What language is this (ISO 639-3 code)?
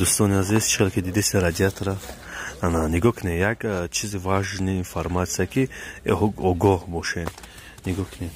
tgk